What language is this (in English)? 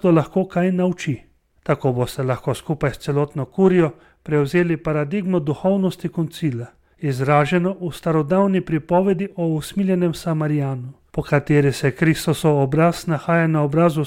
Slovenian